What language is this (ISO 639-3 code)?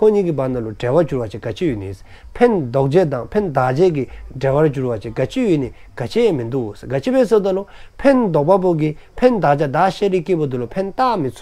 dzo